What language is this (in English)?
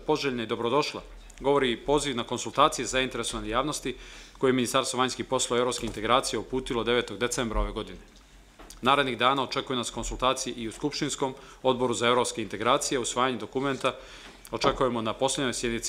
Serbian